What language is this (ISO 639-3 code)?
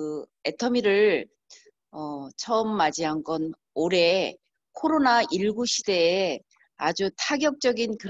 kor